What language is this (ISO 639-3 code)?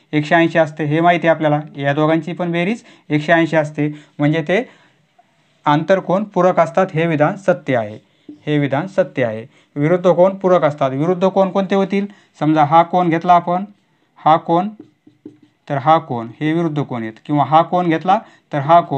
mar